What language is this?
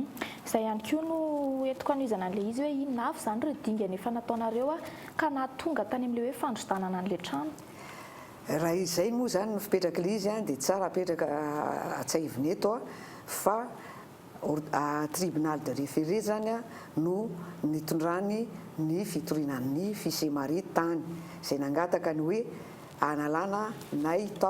Malagasy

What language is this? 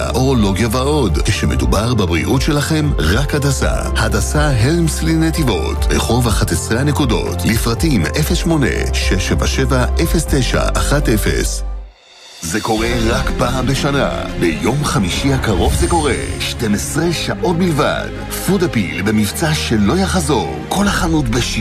Hebrew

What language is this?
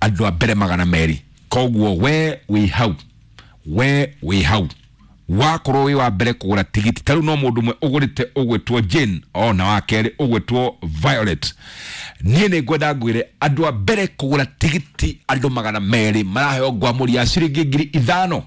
Kikuyu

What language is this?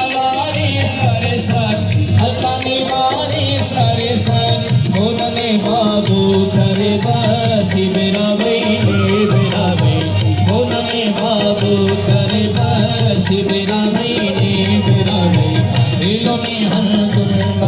Brahui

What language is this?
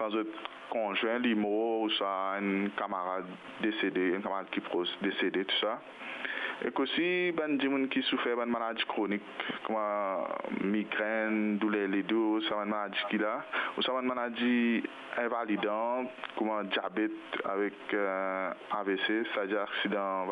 Morisyen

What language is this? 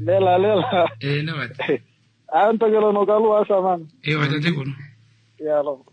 Kuanyama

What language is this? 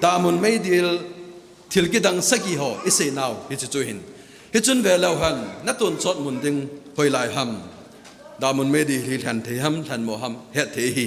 Thado Chin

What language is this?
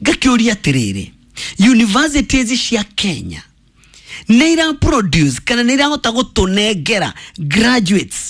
Kikuyu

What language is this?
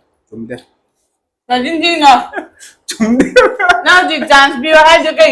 Manipuri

